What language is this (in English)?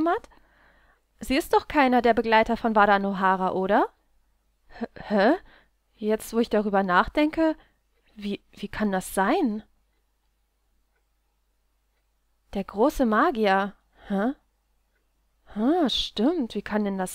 German